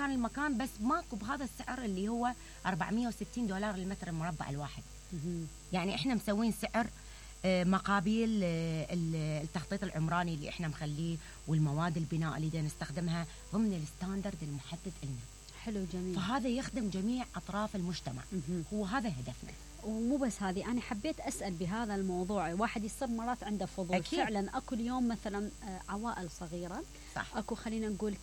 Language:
Mesopotamian Arabic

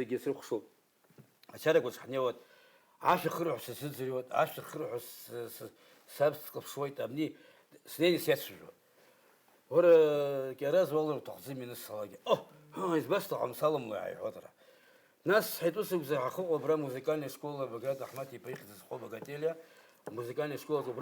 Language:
Abkhazian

